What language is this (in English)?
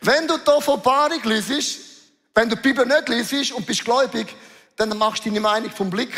Swiss German